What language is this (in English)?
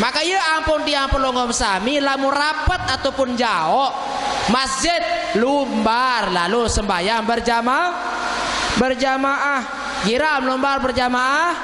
Sasak